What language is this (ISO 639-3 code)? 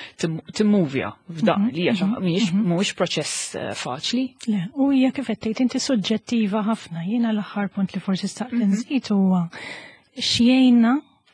mlt